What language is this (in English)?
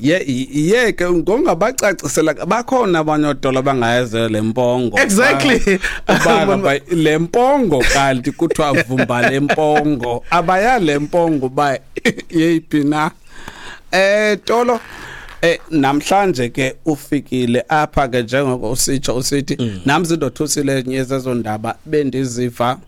Xhosa